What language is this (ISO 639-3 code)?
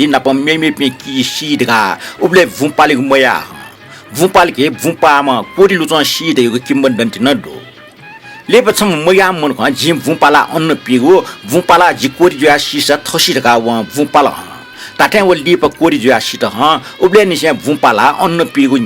new